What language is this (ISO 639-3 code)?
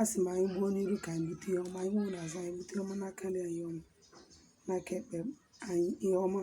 ibo